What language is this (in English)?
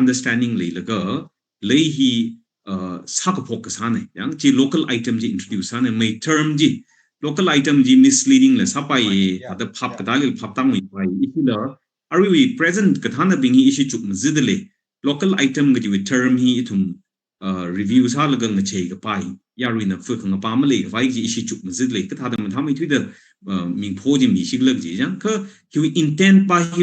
Tangkhul Naga (India)